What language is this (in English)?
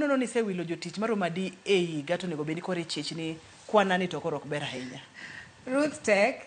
Luo (Kenya and Tanzania)